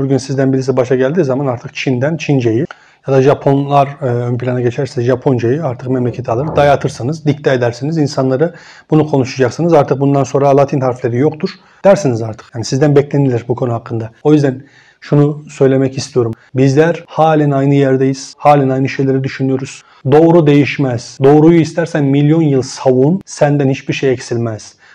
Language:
Turkish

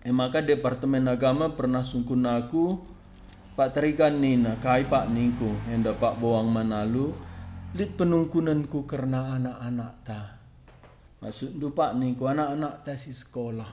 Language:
Batak Karo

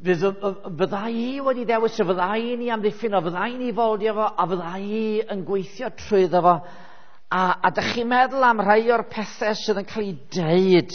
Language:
Welsh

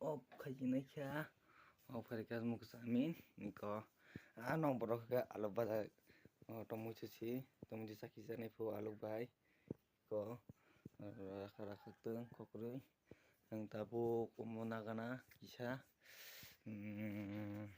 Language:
Kok Borok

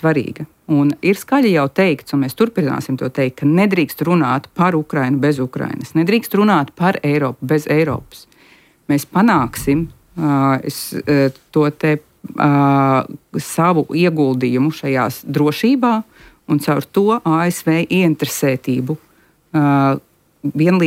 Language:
Latvian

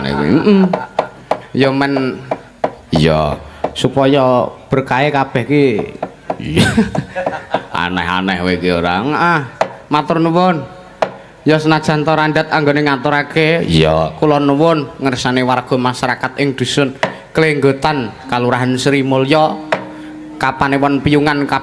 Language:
Javanese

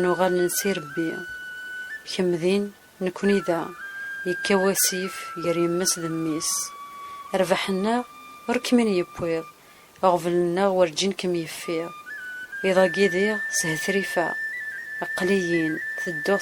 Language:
Kabyle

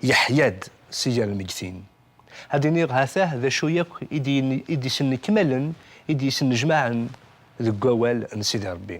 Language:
Kabyle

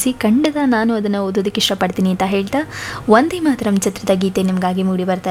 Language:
Kannada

